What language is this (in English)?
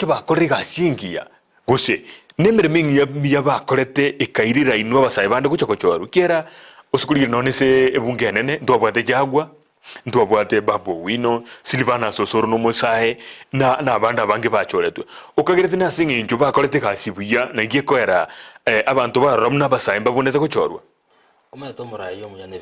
Gusii